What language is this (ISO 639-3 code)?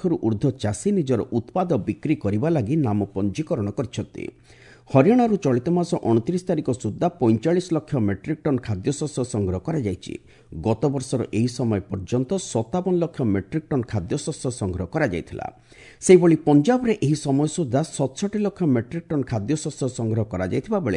ori